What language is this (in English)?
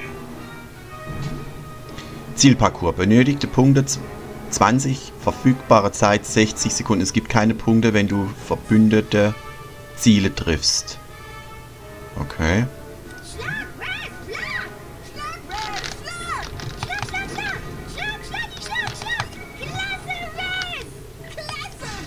German